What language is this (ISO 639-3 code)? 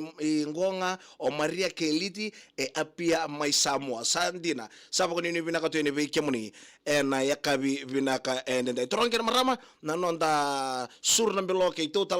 fij